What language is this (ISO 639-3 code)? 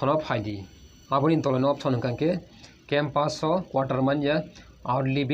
trp